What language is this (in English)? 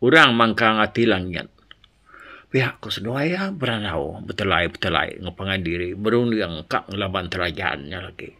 Iban